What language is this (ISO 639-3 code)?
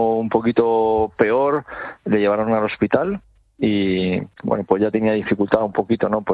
spa